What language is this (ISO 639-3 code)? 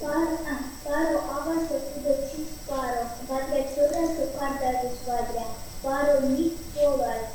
myv